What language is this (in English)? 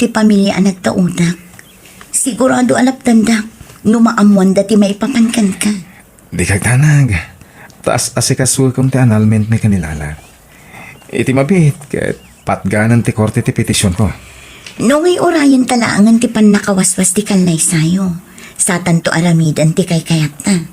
Iloko